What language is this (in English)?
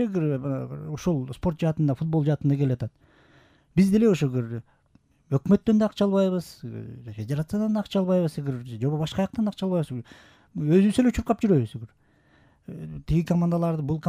Kyrgyz